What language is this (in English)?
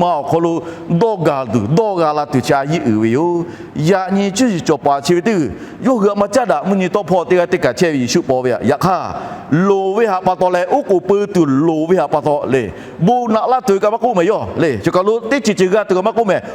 Lahu